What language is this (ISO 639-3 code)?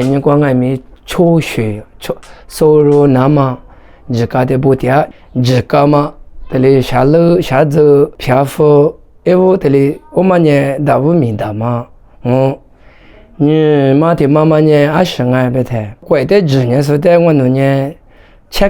lis